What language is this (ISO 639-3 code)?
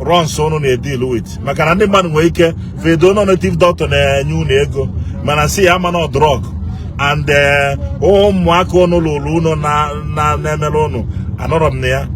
ibo